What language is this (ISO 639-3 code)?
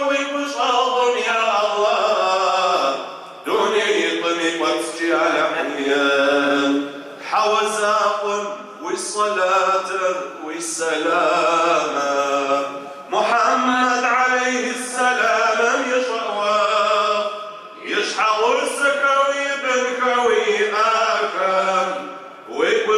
kbd